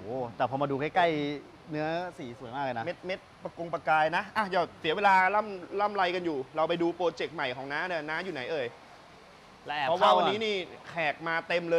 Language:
Thai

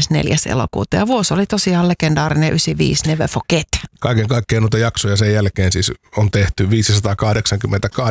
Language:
Finnish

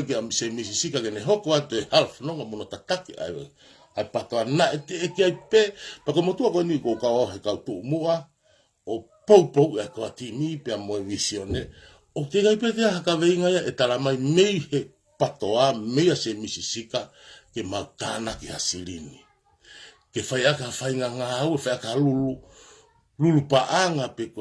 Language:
Tongan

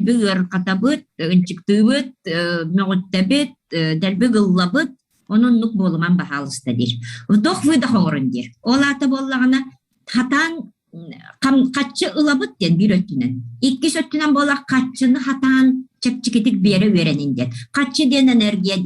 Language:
Yakut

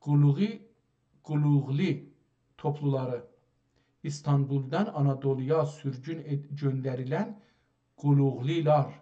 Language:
South Azerbaijani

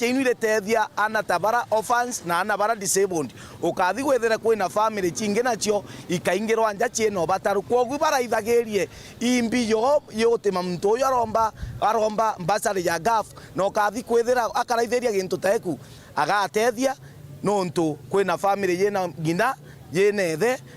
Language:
Meru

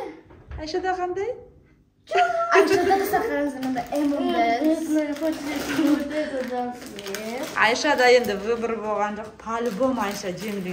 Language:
Kazakh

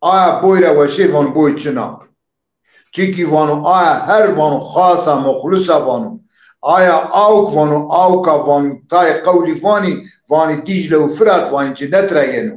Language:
Zaza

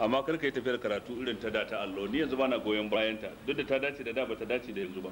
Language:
Hausa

